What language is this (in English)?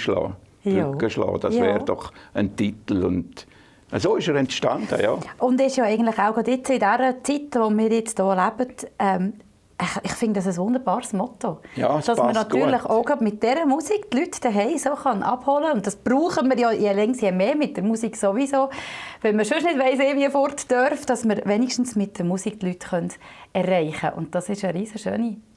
Swiss German